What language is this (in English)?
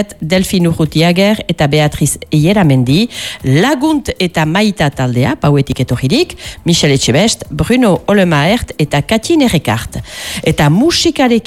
Basque